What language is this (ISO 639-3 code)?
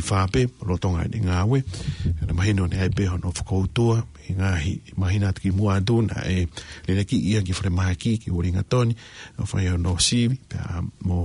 ton